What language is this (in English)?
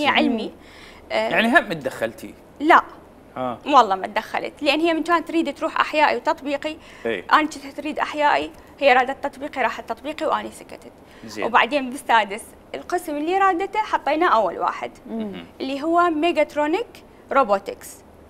Mesopotamian Arabic